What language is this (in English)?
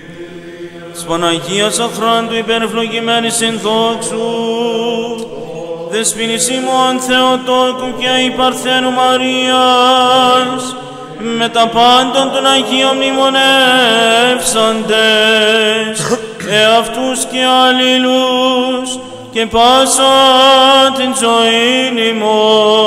Greek